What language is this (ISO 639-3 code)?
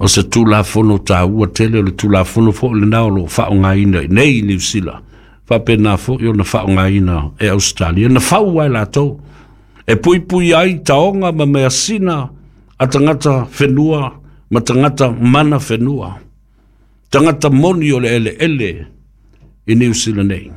smo